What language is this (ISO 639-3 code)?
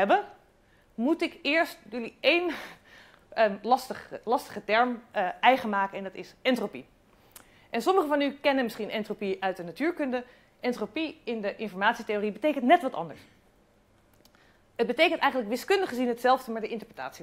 nld